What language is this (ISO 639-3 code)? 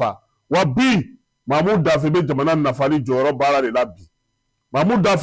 bam